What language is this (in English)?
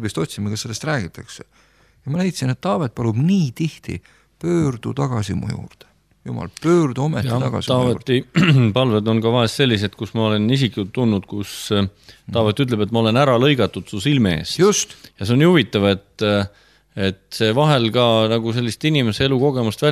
Estonian